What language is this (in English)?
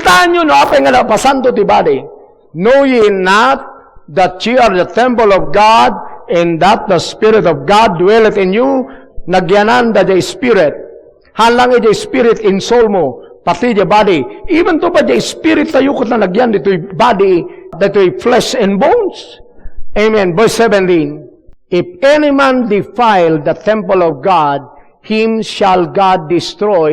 Iloko